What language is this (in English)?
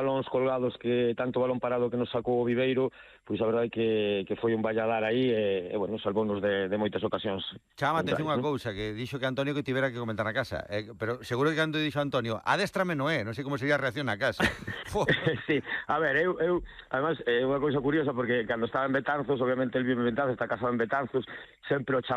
Galician